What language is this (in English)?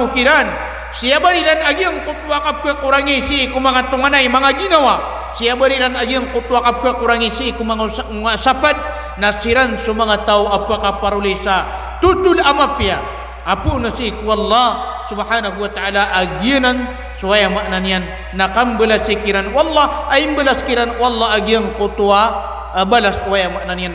Maranao